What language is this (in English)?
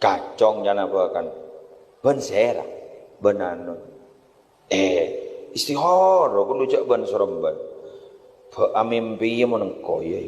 Madurese